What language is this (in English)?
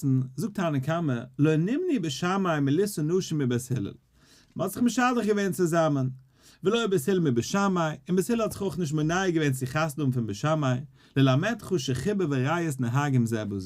Yiddish